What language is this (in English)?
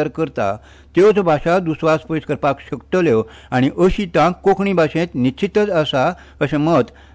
Konkani